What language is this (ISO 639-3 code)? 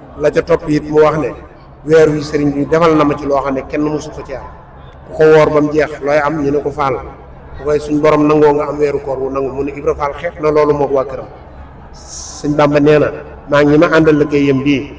wol